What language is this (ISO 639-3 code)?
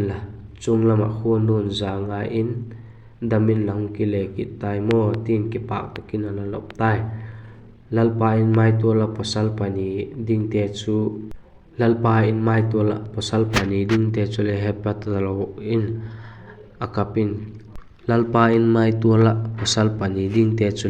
vap